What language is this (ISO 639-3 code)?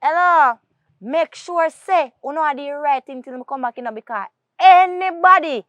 jam